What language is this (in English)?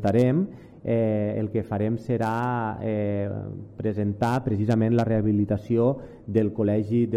Catalan